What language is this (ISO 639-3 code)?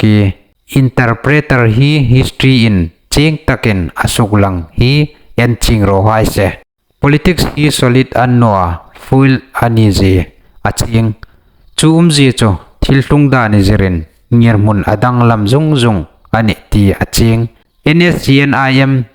hmr